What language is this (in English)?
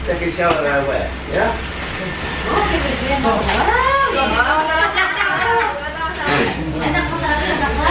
Filipino